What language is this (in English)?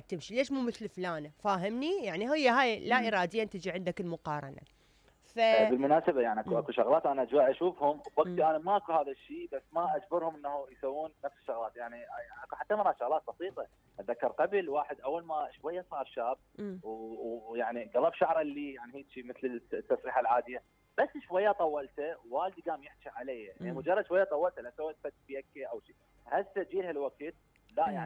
Mesopotamian Arabic